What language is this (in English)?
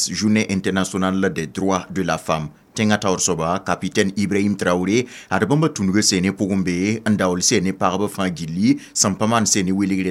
Mossi